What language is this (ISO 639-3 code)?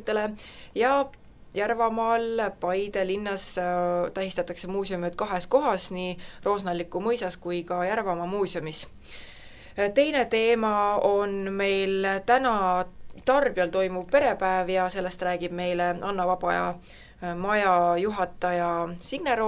est